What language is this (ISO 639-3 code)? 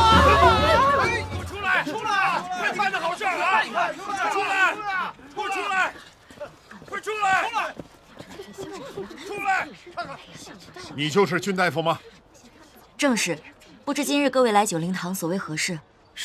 zho